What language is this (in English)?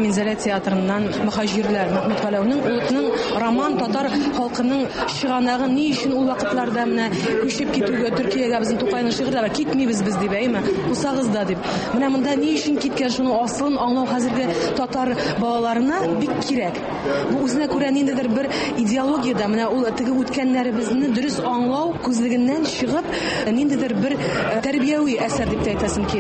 Tatar